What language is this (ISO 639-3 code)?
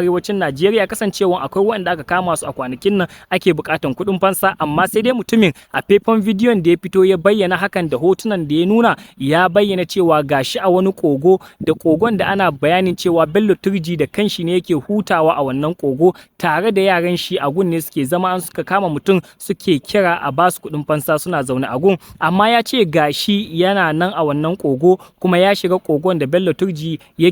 hau